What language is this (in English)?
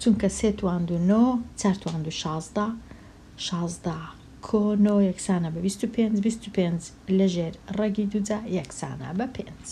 Central Kurdish